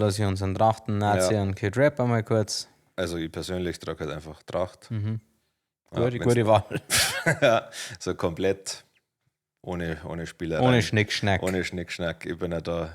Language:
Bavarian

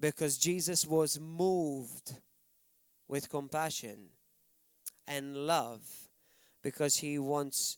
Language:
English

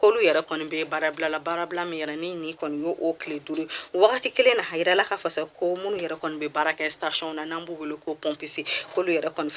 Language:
Bambara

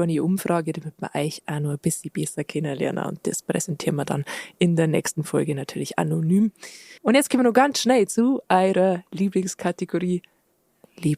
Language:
Bavarian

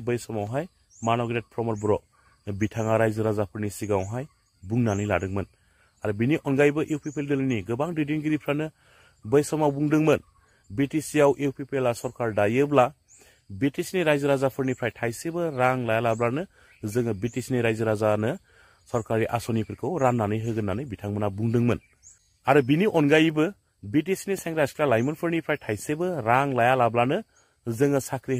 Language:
Bodo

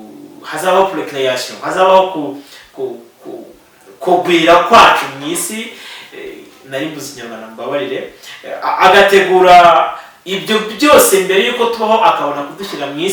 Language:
Kinyarwanda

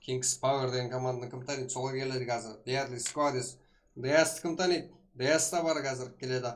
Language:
Kara-Kalpak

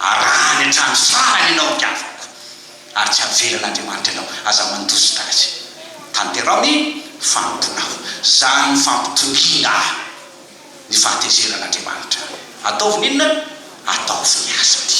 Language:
Malagasy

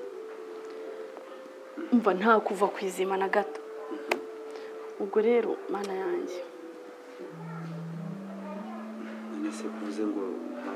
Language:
Kinyarwanda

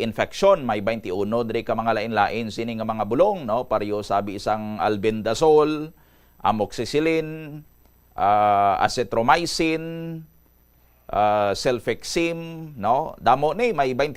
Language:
Hiligaynon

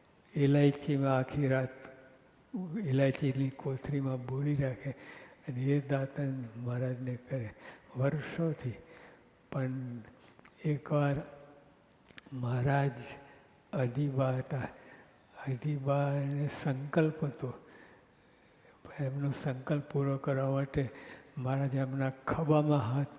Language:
Gujarati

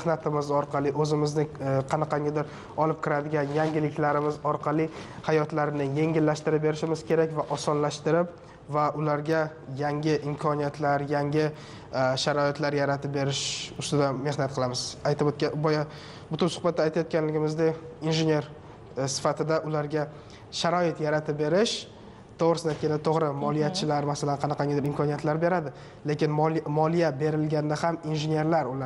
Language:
Uzbek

